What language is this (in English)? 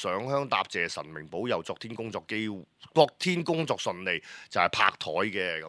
Cantonese